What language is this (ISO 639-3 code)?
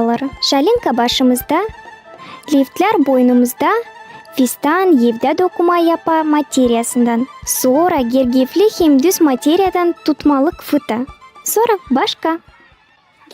gag